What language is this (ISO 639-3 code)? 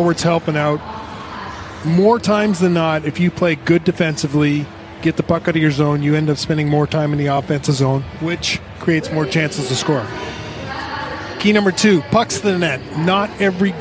eng